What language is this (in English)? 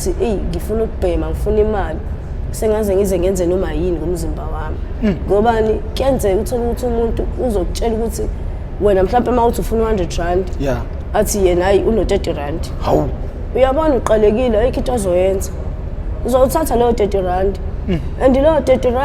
Zulu